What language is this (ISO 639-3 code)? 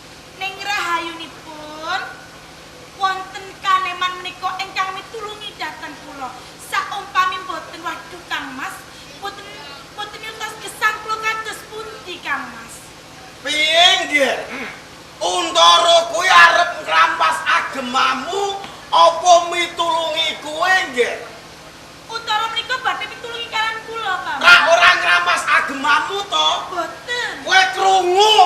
jav